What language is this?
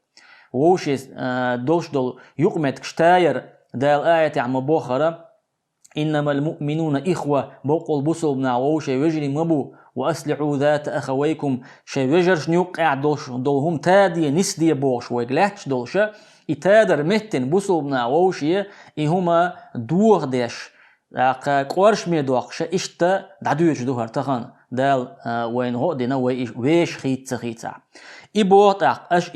Chechen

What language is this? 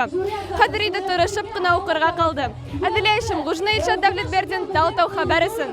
Bashkir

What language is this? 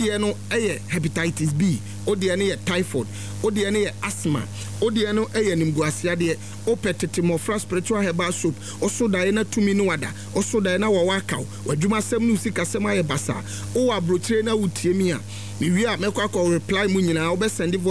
Akan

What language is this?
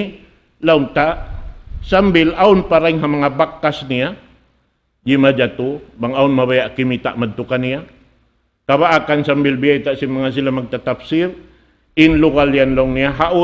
Tausug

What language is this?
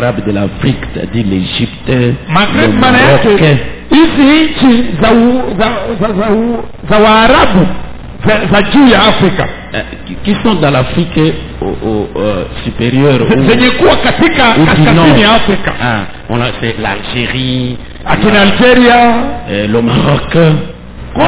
Swahili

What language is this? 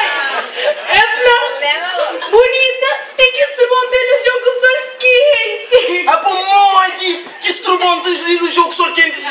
Kabuverdianu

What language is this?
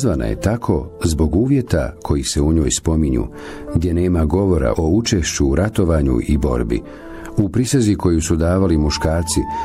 Bosnian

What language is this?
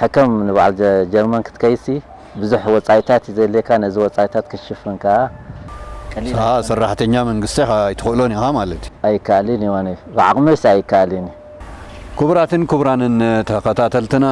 Tigrinya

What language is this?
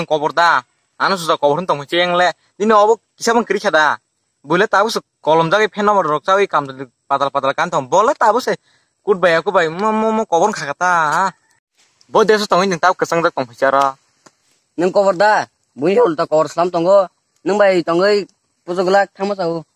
Kok Borok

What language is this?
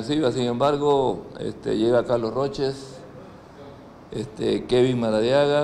Spanish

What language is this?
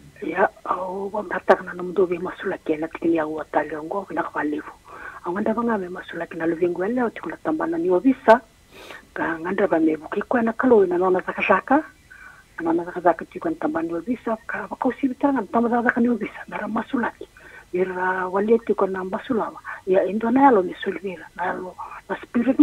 Fijian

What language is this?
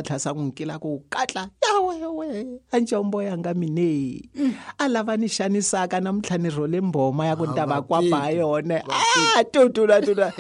Tsonga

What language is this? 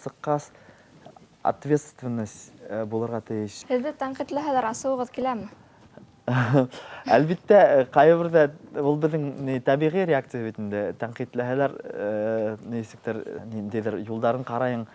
Bashkir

